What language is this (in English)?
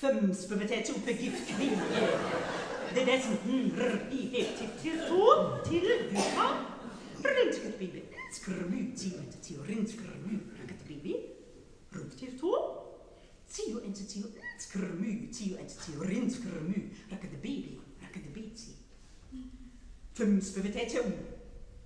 Norwegian